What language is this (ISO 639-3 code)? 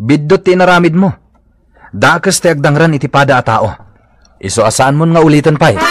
ilo